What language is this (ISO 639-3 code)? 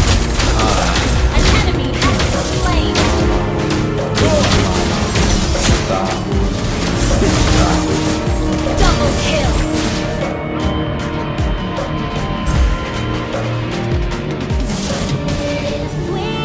ind